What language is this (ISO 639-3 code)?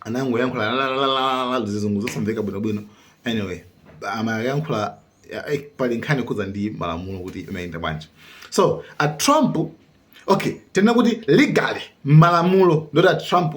nya